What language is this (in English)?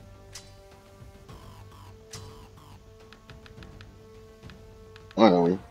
Japanese